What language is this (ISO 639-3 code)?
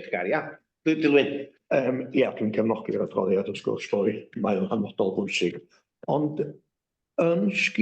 cym